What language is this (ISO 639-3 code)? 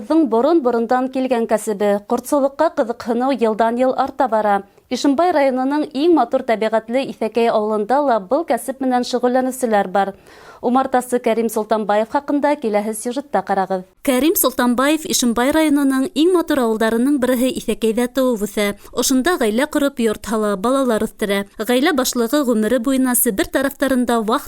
bak